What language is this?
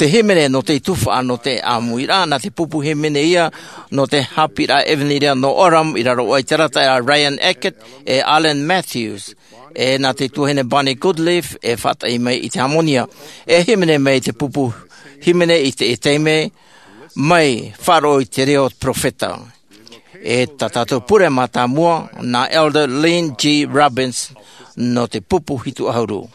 Tahitian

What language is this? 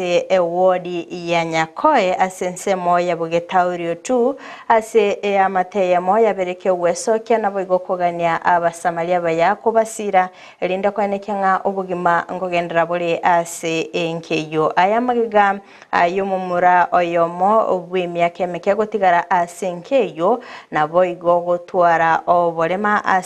Gusii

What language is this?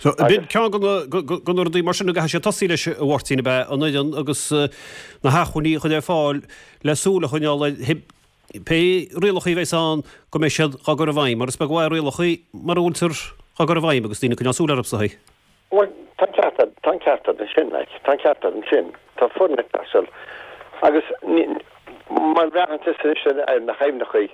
Irish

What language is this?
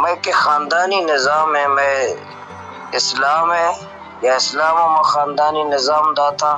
Baluchi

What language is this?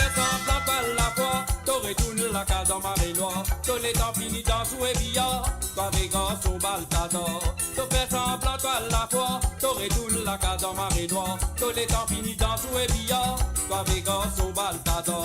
Morisyen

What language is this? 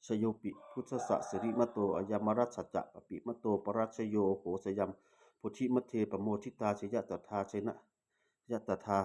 Pali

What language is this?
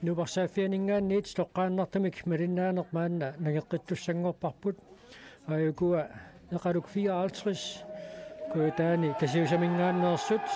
Kalaallisut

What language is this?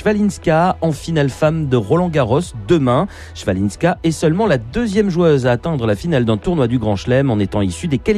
French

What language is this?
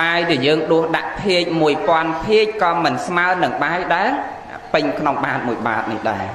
Khmer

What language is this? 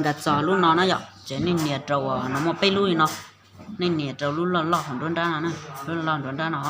Hmong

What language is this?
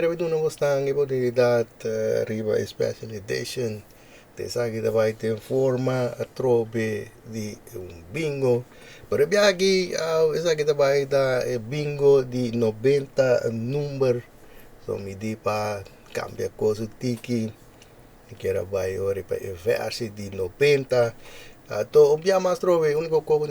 Papiamento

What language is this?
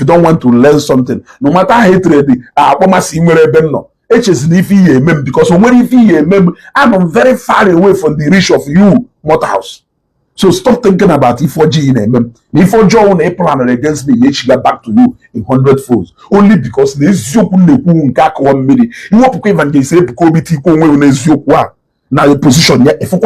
Igbo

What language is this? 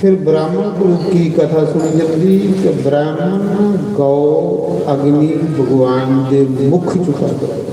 Dogri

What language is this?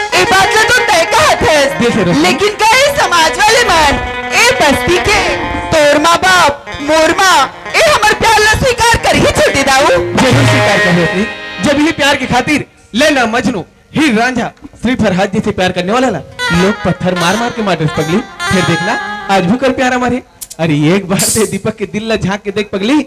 Chhattisgarhi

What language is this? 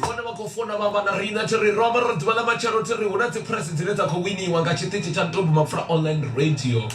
Venda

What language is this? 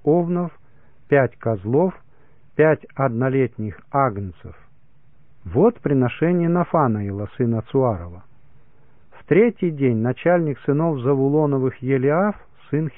Russian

